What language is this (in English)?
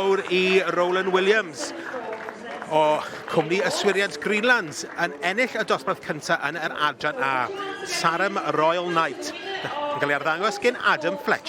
Welsh